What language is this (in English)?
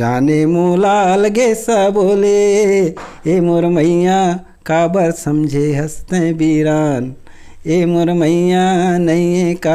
Chhattisgarhi